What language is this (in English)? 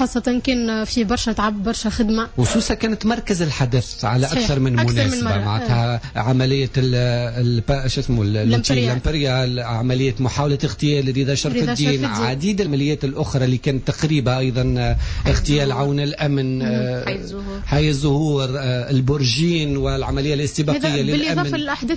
Tunisian Arabic